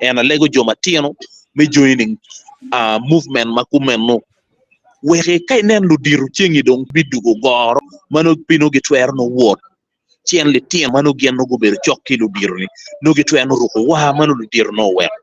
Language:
Acoli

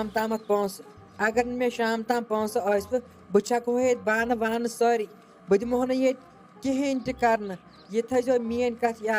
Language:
Kashmiri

